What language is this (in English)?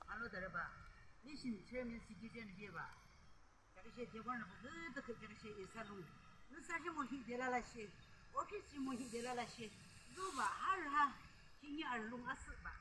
Yimchungru Naga